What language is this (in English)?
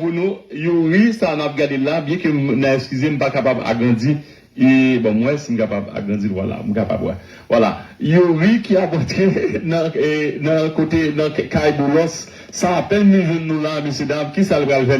Haitian Creole